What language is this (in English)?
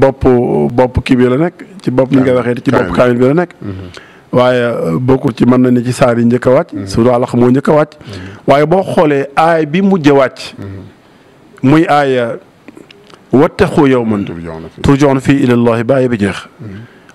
Wolof